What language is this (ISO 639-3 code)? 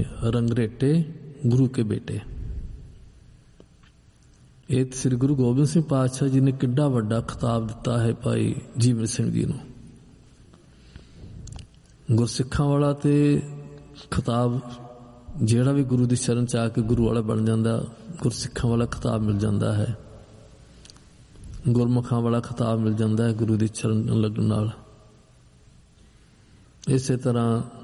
pan